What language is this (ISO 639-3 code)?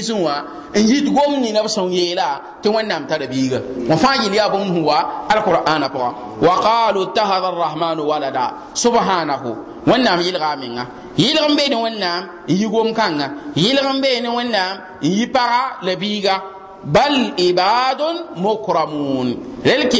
mos